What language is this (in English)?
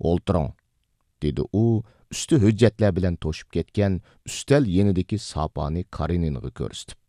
Uyghur